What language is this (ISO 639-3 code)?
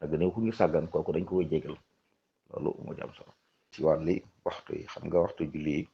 wol